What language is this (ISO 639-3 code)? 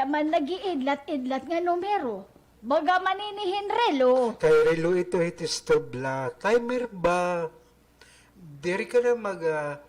war